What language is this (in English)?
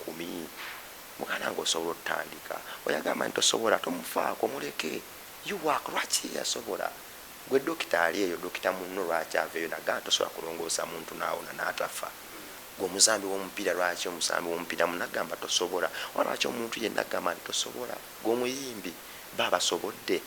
Ganda